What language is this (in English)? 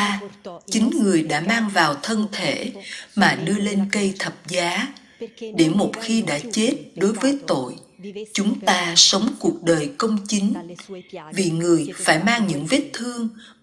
Vietnamese